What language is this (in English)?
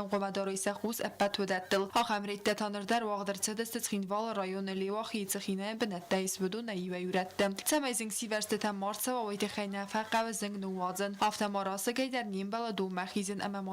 Ossetic